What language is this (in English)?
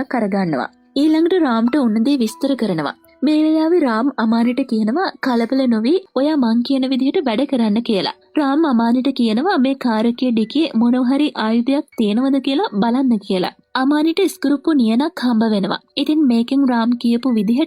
Sinhala